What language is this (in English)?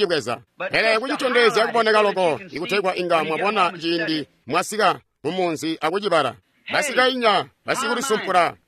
Tonga (Zambia)